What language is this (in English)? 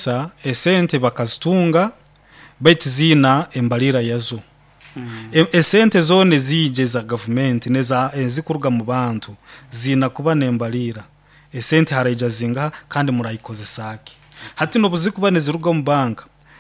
Nyoro